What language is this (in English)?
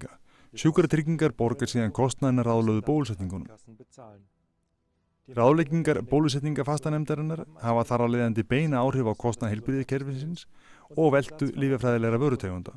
Icelandic